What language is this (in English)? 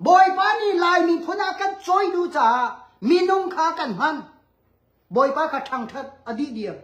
Hakha Chin